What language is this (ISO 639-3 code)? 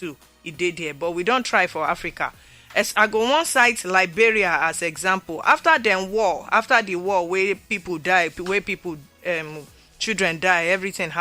pcm